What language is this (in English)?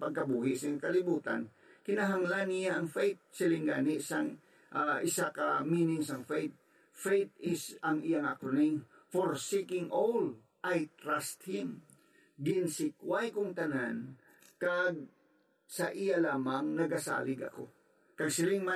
Hiligaynon